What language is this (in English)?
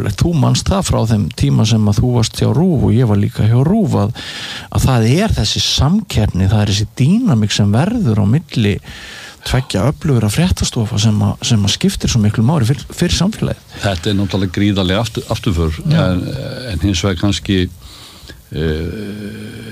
Icelandic